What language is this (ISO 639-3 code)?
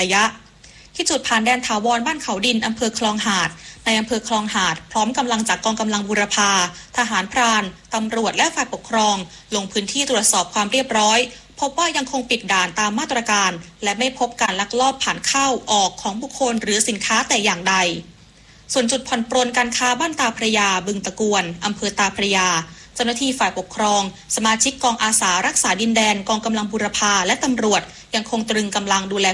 tha